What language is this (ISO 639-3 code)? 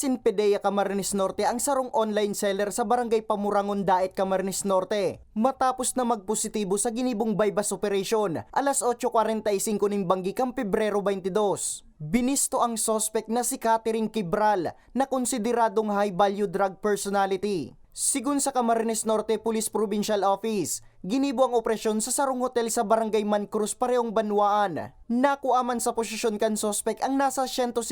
bik